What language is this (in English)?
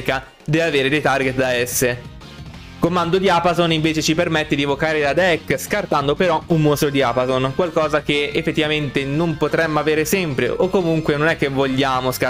Italian